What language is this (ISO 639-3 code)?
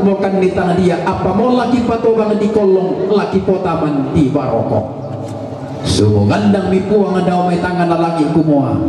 sda